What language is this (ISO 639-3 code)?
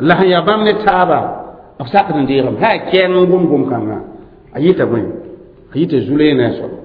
mos